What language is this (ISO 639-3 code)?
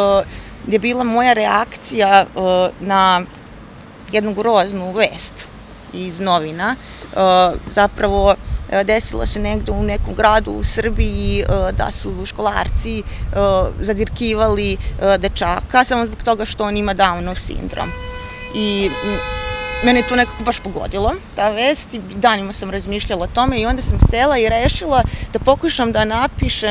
srp